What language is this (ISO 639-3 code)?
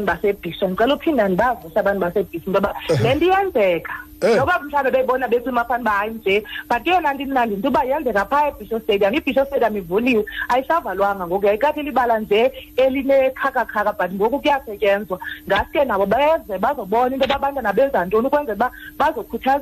xho